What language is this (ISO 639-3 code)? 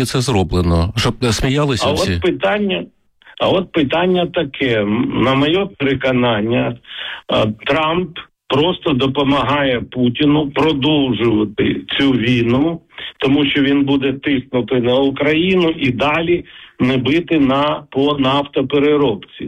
ukr